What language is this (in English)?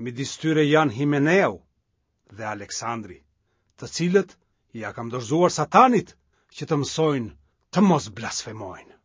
Albanian